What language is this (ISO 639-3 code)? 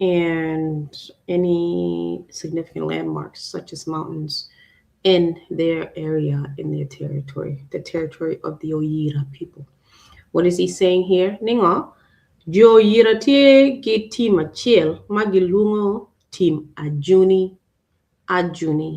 ach